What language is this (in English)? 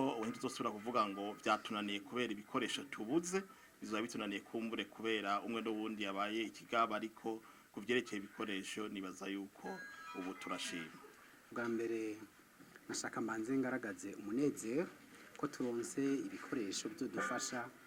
Rundi